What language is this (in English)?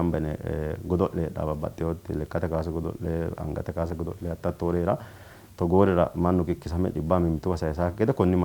Sidamo